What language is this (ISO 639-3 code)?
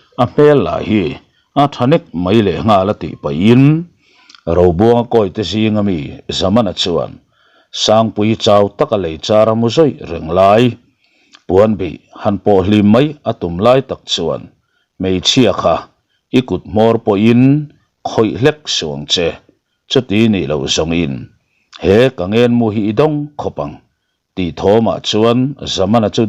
lus